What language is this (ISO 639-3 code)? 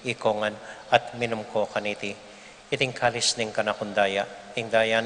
pam